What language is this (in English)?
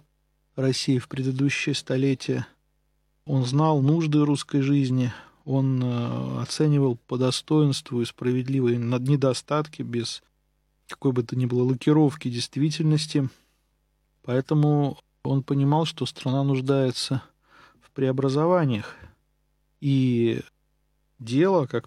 Russian